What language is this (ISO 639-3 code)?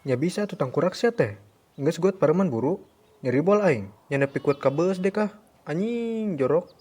sun